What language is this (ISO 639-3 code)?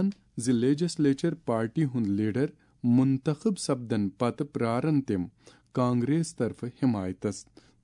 kas